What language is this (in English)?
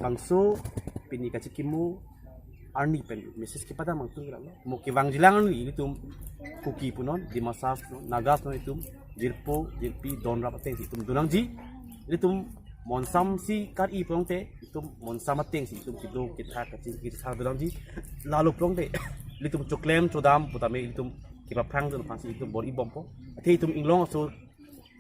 Karbi